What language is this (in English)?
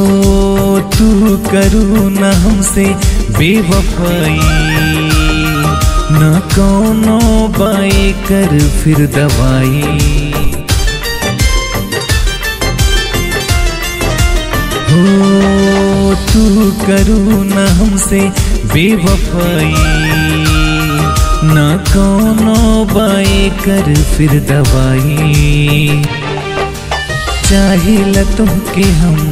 Bhojpuri